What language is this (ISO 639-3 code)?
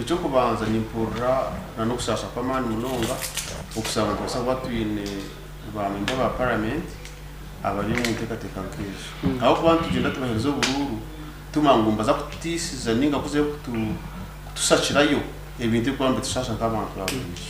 nyn